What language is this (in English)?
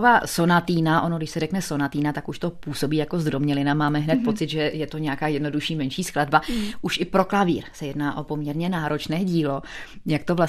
Czech